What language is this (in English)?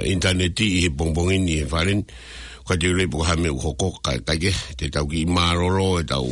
Tongan